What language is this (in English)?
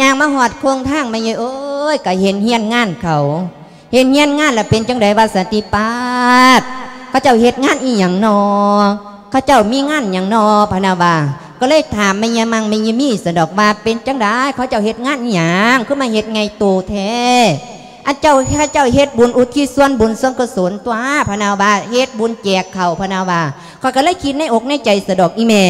Lao